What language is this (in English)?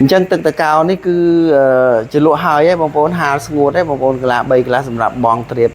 Khmer